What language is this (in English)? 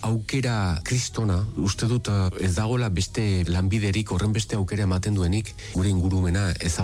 Basque